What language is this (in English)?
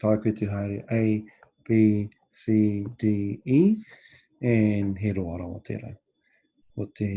Māori